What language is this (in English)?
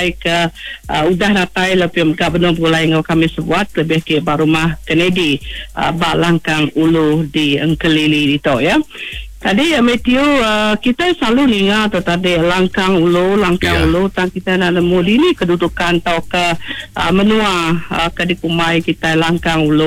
Iban